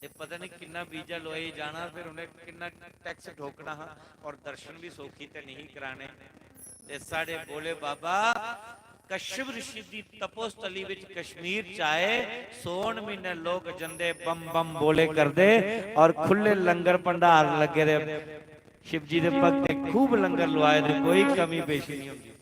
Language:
Dogri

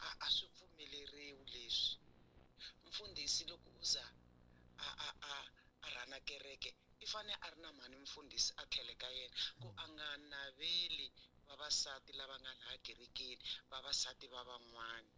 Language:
Tsonga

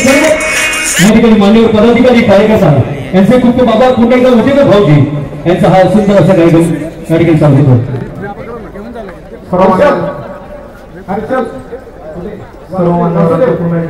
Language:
Marathi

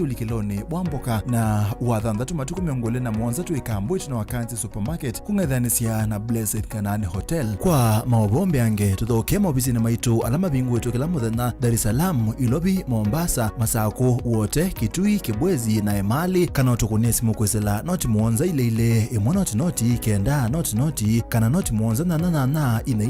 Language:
Kamba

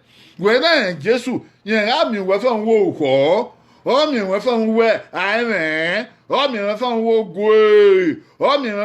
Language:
Bini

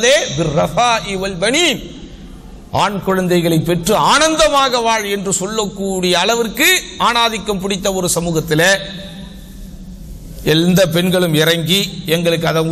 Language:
Tamil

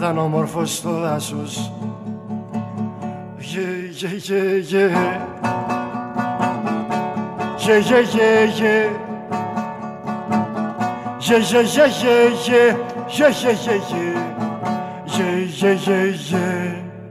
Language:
Greek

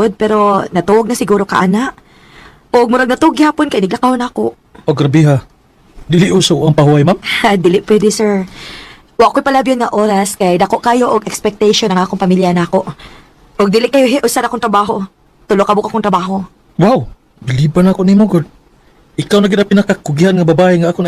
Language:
Cebuano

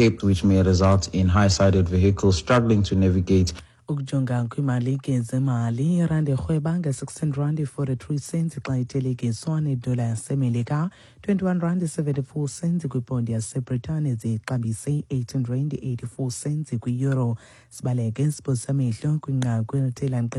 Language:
Xhosa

